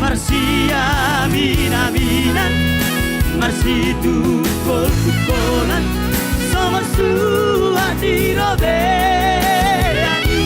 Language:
Batak Toba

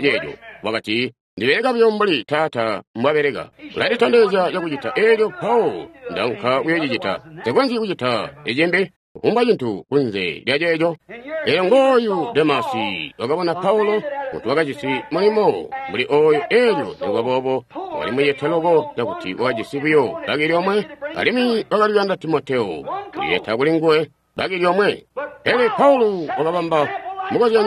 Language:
Tonga (Zambia)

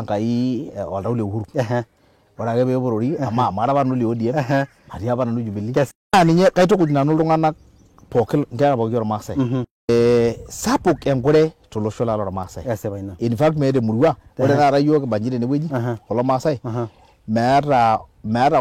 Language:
Masai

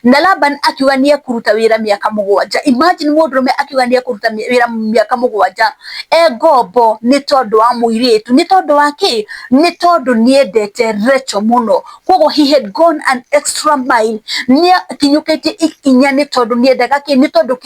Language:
Kikuyu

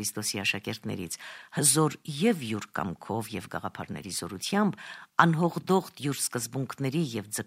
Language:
Armenian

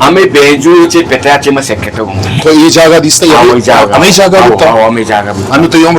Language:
Eastern Balochi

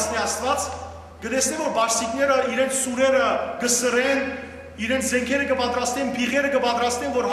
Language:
Western Armenian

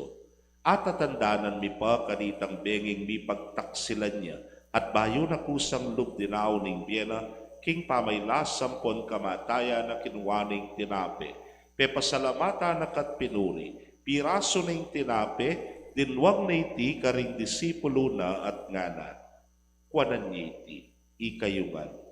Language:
Pampanga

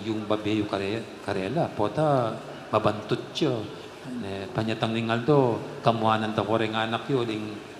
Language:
Pampanga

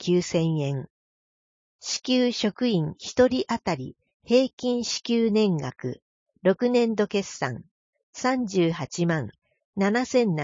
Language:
Japanese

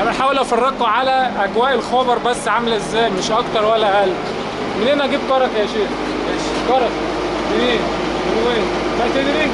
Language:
Egyptian Arabic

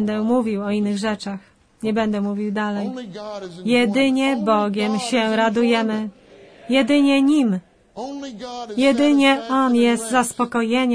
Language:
Polish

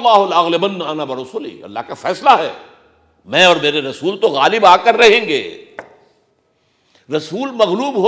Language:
Urdu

